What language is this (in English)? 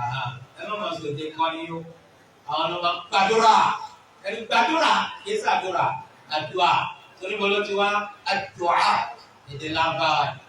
Yoruba